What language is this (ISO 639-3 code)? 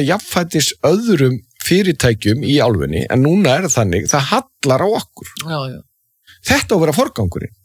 isl